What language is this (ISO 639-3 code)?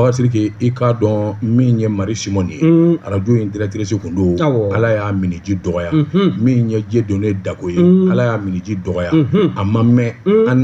bam